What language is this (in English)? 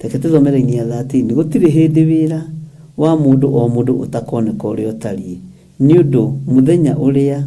Kikuyu